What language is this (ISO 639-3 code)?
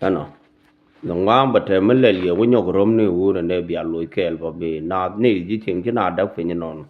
nus